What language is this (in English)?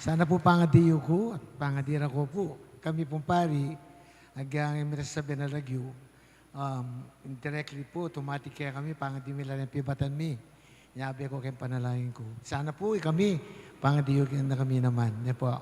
Pampanga